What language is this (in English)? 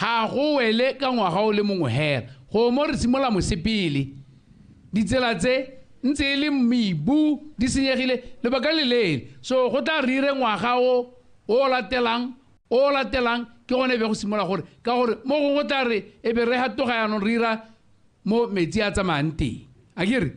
Tswana